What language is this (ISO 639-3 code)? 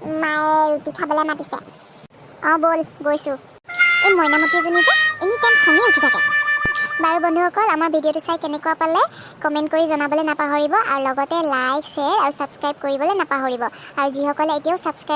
asm